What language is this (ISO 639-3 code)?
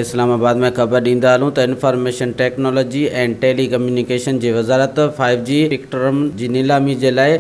snd